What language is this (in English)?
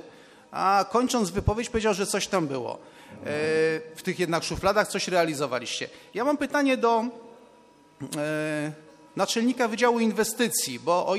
Polish